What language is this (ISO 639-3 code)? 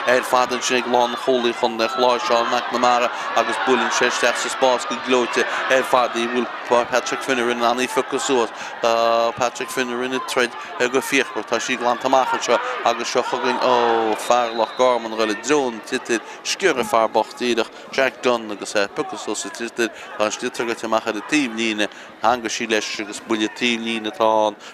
gle